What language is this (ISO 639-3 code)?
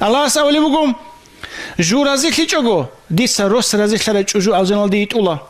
ava